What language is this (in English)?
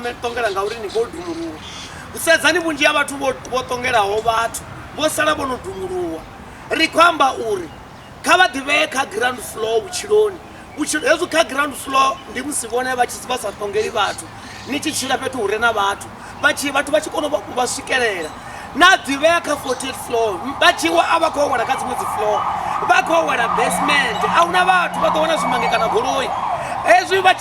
Venda